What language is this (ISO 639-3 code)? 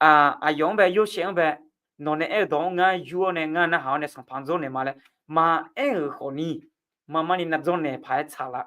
ahk